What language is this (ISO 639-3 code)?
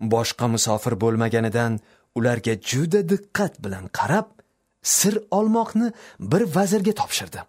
uzb